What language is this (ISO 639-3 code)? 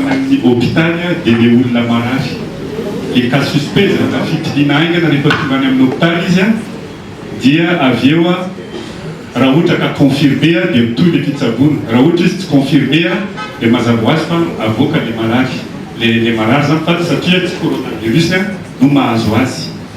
mlg